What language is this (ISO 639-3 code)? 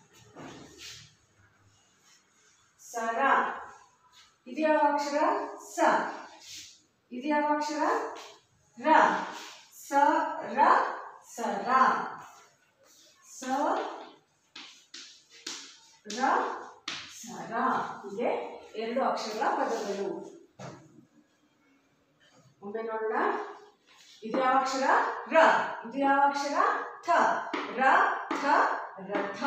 kan